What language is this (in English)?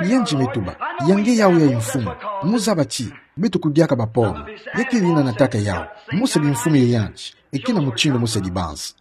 Kituba (Democratic Republic of Congo)